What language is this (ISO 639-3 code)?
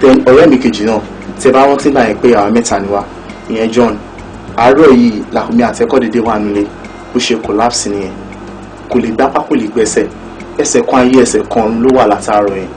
yor